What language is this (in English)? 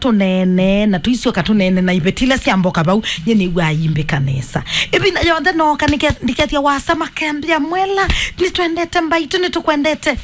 Kamba